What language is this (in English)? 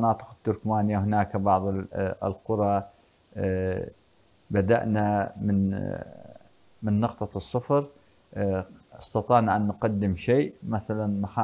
Arabic